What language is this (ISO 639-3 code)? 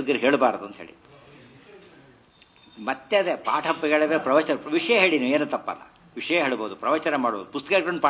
kan